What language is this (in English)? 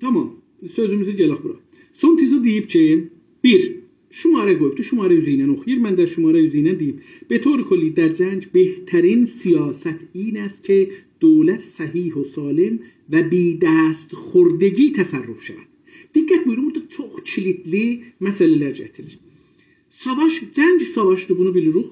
South Azerbaijani